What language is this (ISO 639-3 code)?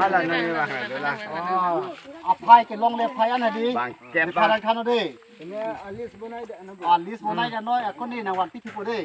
mjw